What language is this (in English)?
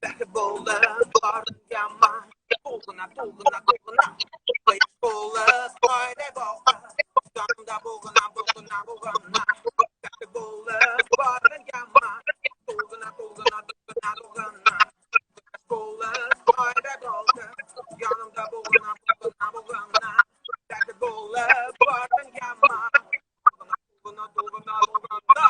Tatar